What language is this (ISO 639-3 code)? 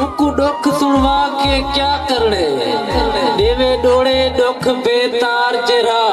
skr